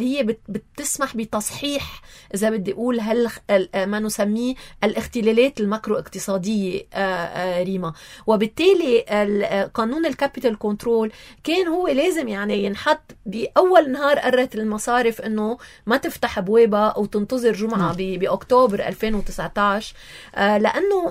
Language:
North Levantine Arabic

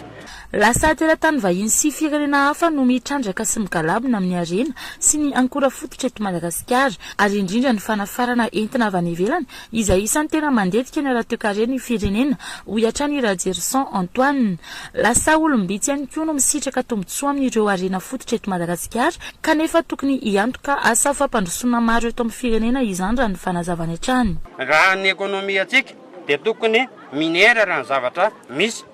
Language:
Malagasy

